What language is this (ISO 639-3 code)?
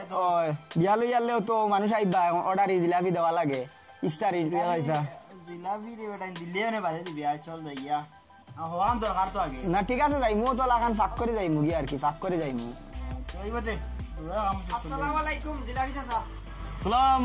syl